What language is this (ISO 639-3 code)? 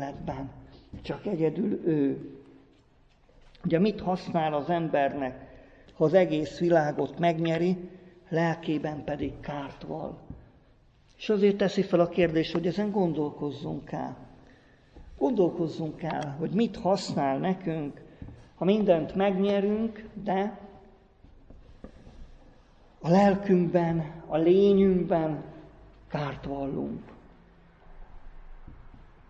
hun